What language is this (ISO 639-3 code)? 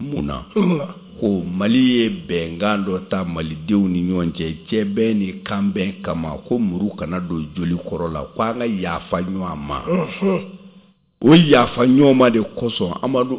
bam